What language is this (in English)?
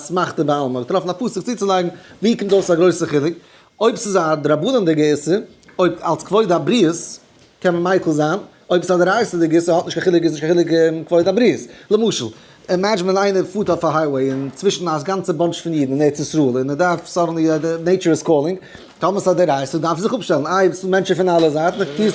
Yiddish